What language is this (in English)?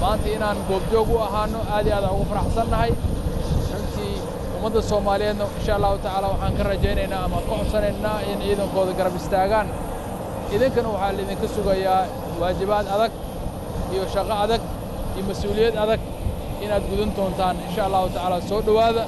Somali